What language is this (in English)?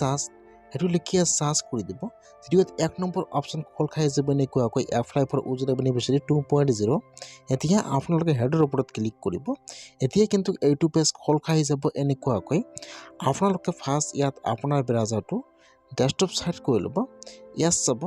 Assamese